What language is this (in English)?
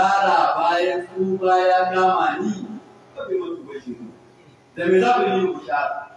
Hausa